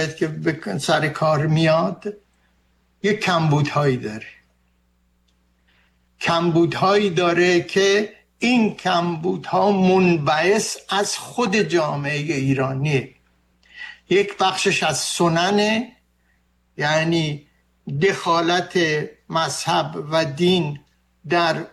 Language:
Persian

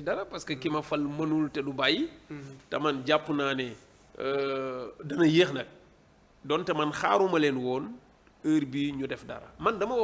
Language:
Wolof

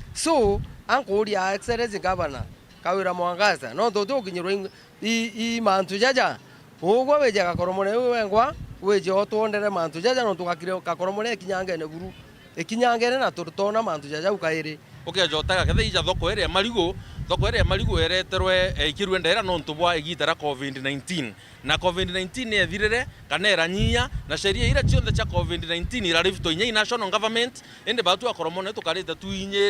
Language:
Meru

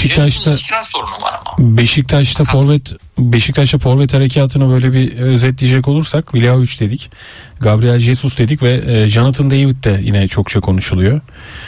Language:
Turkish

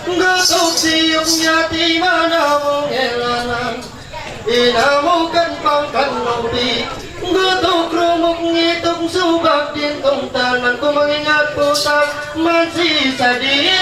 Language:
Ma'anyan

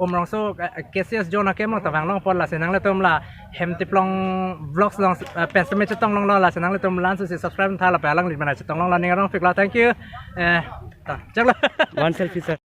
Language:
Karbi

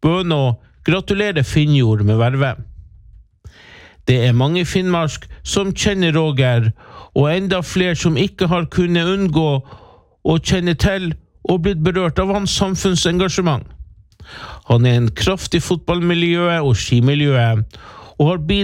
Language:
Norwegian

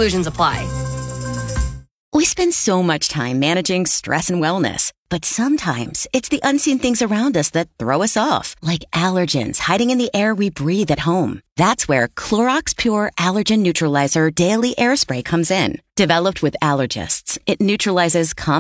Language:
English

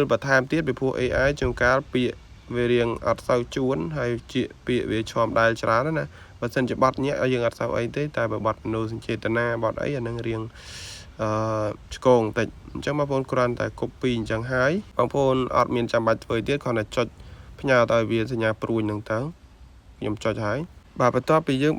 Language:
Khmer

